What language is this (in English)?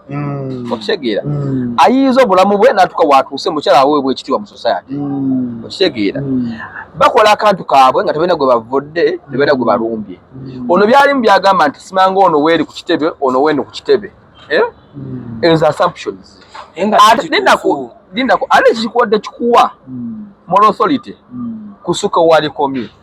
Ganda